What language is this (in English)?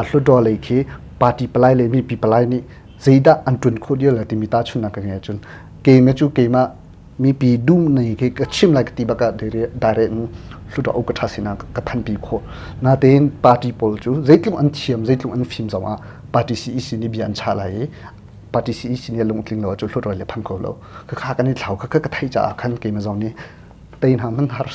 Hakha Chin